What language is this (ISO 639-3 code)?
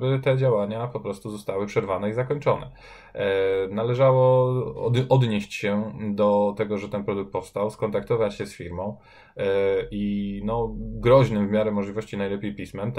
pol